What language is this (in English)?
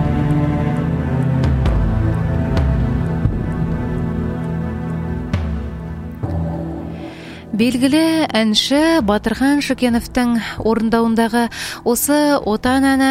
Kazakh